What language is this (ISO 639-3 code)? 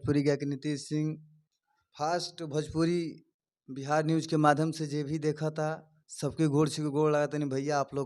bho